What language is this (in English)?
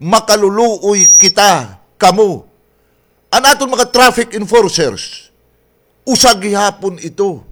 Waray